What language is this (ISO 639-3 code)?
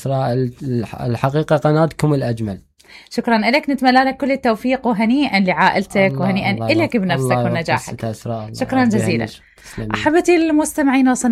acm